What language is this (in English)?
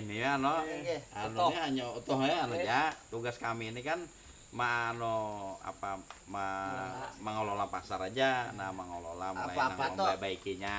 Banjar